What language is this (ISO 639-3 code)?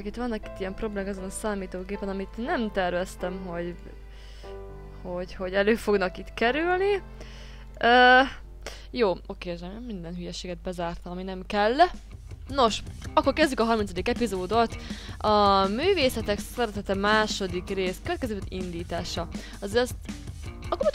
hun